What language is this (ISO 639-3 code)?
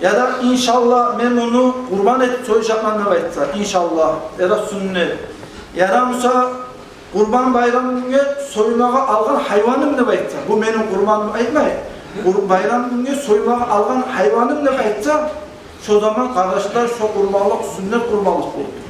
kum